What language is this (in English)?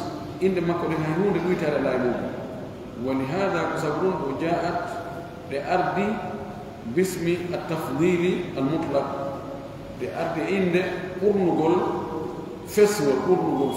Pular